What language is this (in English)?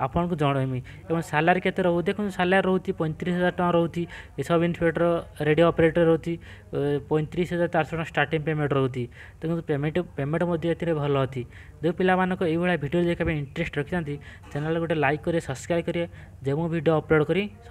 Odia